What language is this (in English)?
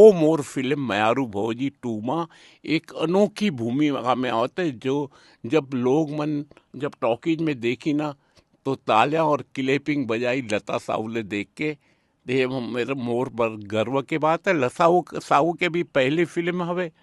Chhattisgarhi